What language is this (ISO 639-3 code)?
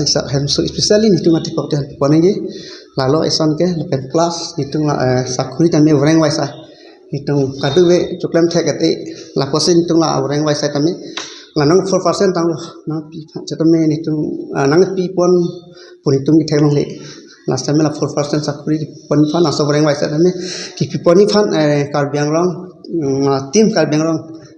mjw